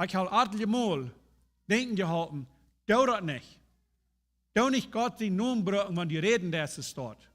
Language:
Plautdietsch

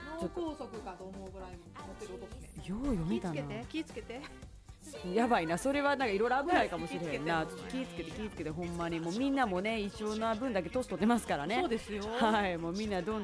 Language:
Japanese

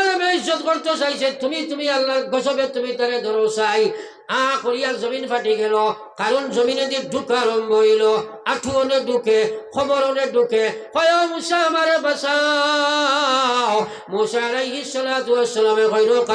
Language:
Sylheti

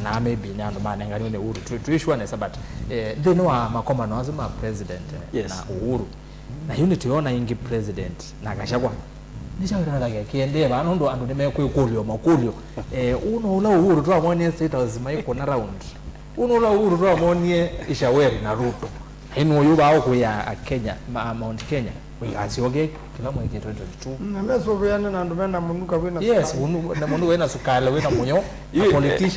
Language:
Kamba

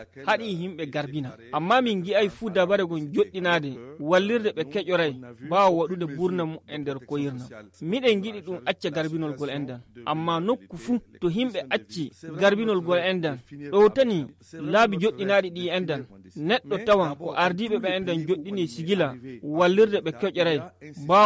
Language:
Nigerian Fulfulde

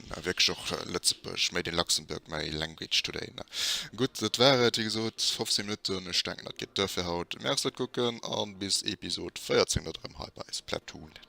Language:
Luxembourgish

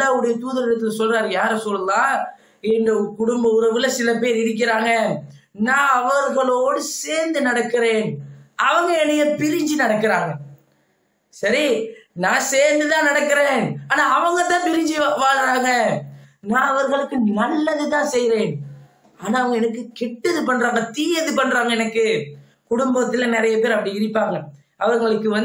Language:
Tamil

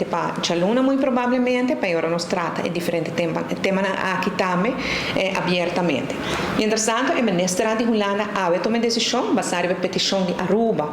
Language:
Papiamento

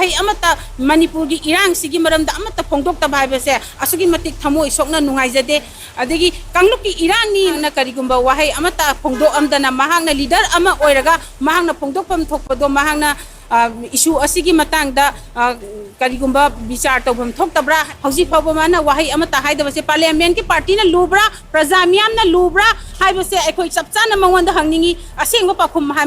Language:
Manipuri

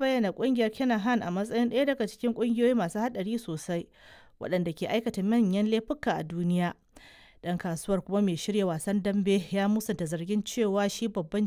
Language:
Hausa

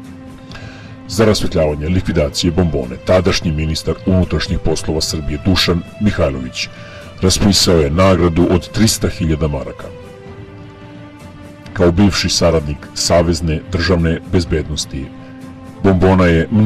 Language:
Serbian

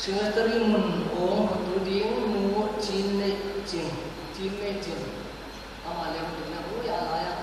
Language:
Paite Chin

